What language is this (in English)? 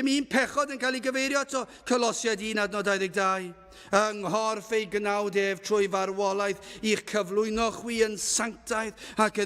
Welsh